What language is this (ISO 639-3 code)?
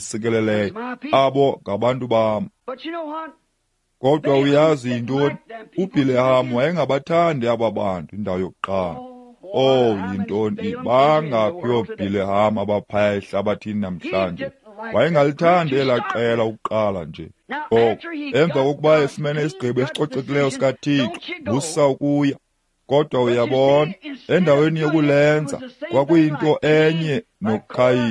xho